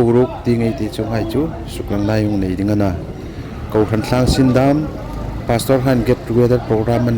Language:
Hmar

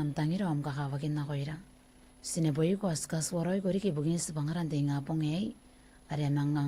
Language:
Gilbertese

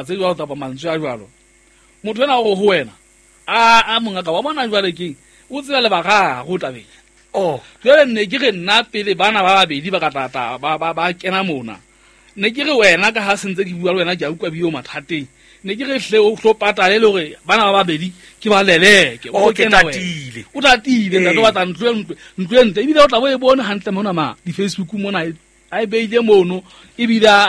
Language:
Southern Sotho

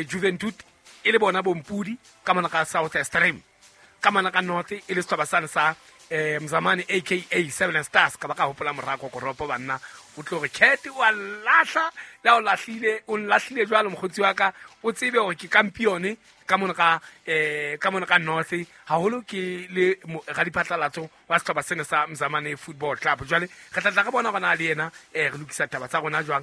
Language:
Southern Sotho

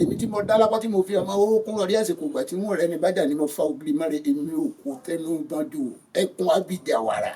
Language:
Yoruba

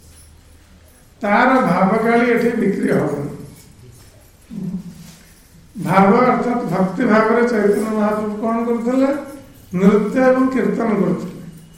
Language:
Odia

